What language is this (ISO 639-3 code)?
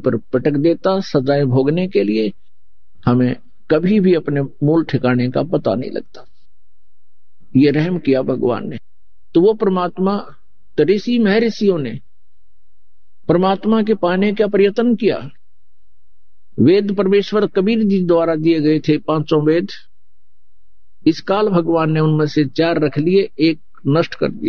hin